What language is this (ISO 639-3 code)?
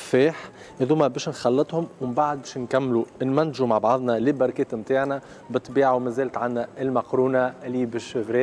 aeb